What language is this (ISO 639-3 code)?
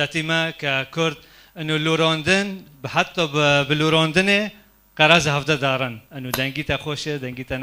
kur